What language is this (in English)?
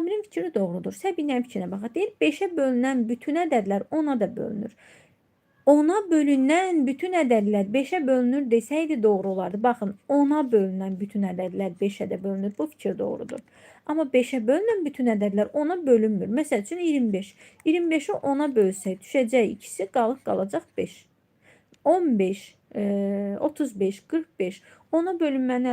Azerbaijani